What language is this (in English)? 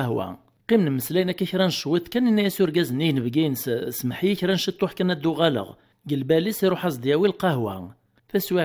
Kabyle